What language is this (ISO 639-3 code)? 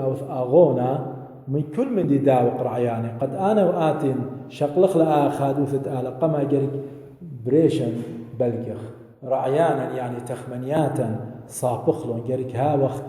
aii